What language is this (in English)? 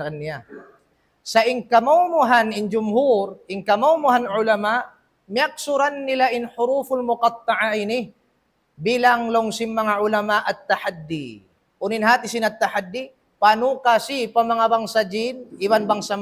Tausug